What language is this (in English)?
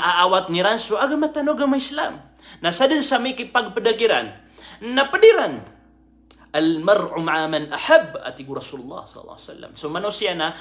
Maranao